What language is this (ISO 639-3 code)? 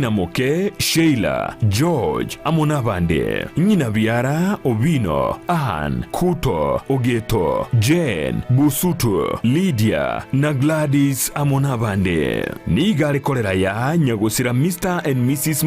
guz